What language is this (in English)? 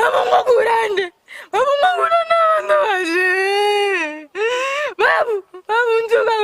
Gusii